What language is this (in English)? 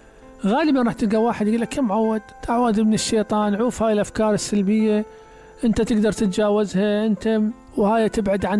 Mesopotamian Arabic